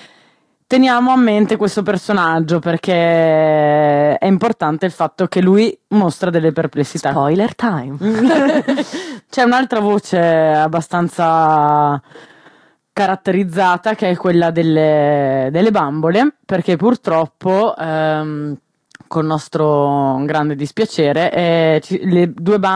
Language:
Italian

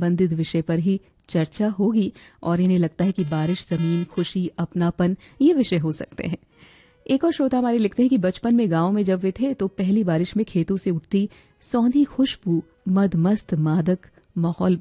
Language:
Hindi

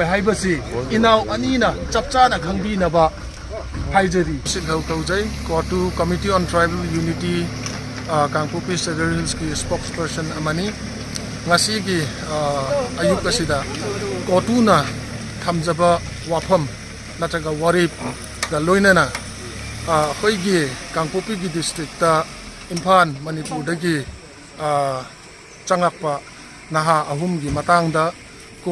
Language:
Manipuri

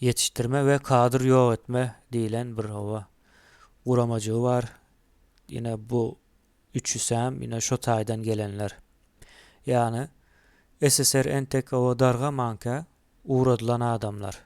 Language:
Turkmen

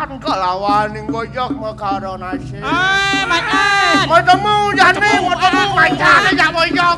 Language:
Balinese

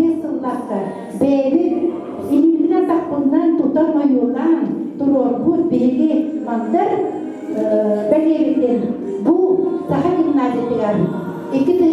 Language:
Yakut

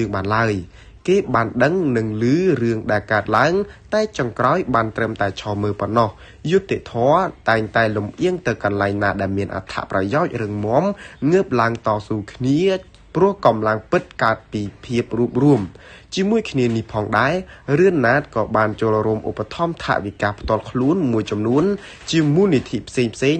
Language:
Khmer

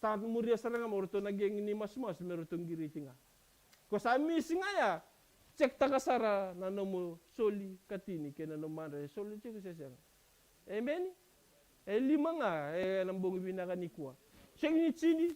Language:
Fijian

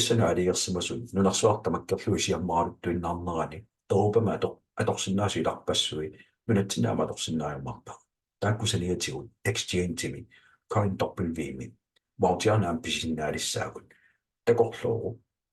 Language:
Kalaallisut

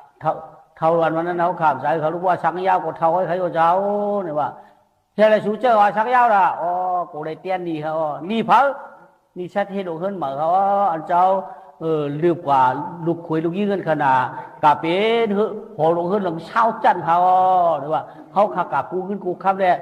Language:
Shan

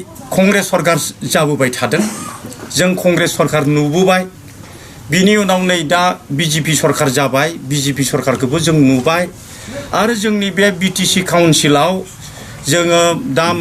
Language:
Bodo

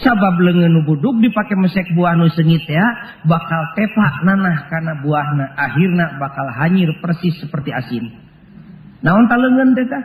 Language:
Sundanese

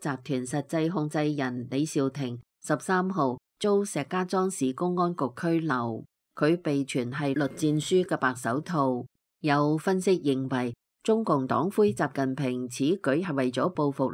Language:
Cantonese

